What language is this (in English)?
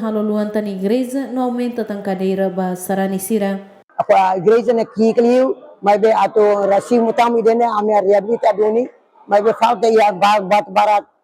Tetum